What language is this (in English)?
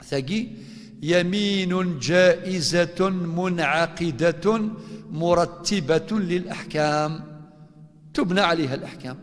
Kabyle